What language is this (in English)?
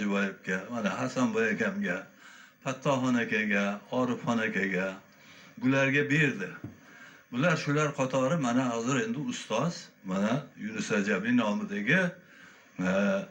Uzbek